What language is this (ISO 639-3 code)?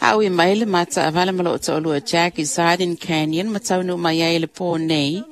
smo